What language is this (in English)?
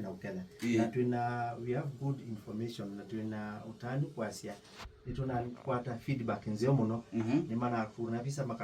Kamba